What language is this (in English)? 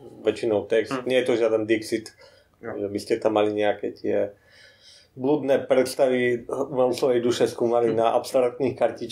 Slovak